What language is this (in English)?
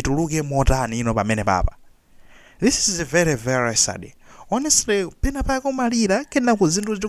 Nyanja